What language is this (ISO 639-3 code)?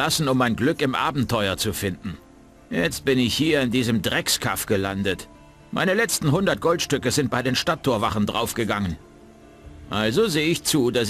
bar